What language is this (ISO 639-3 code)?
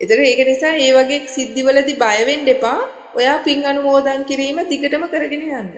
sin